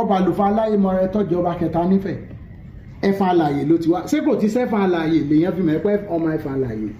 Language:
Yoruba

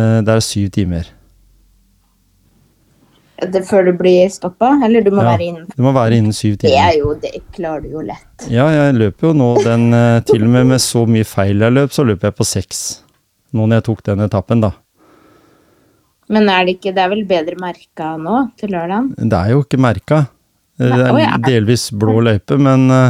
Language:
Norwegian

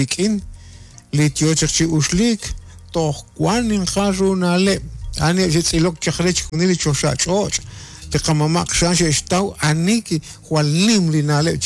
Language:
Kekchí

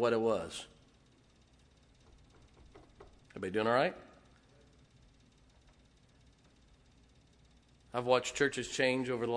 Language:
English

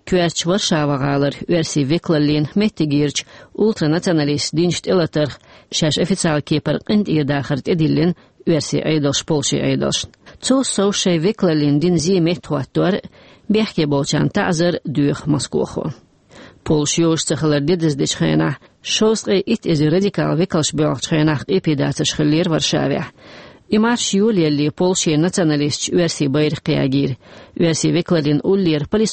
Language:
Chechen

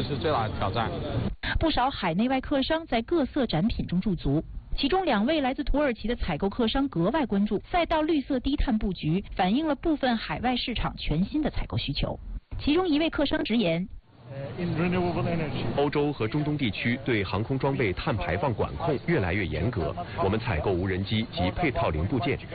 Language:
Chinese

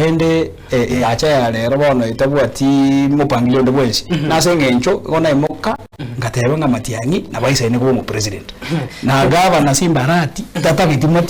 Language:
Gusii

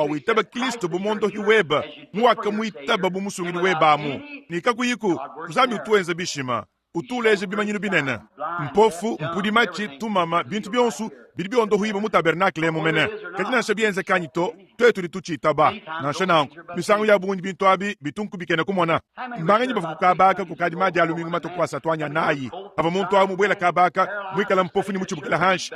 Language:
Luba-Lulua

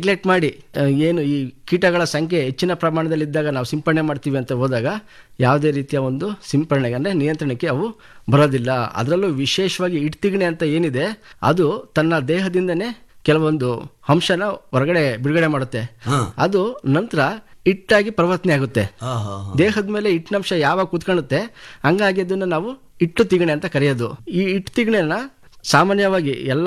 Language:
Kannada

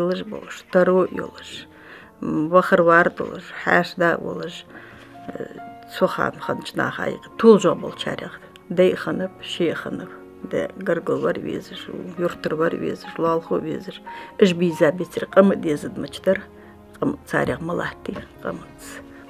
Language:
Ingush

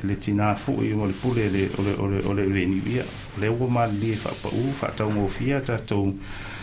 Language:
Samoan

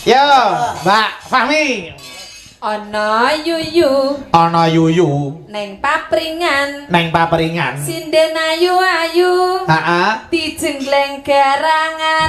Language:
Javanese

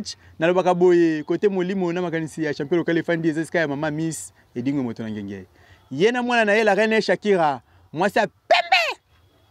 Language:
Lingala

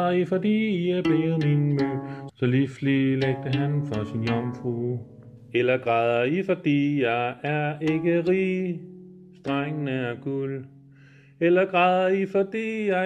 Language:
Danish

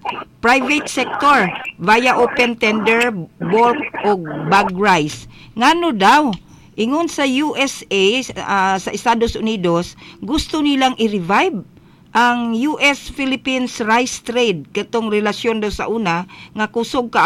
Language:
Cebuano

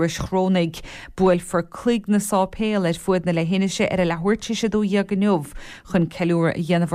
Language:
Irish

